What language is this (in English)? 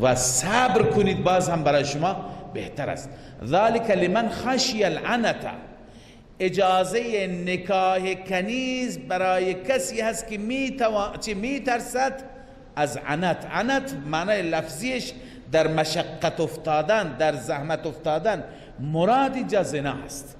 Persian